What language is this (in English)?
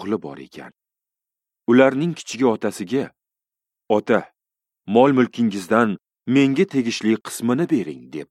Uzbek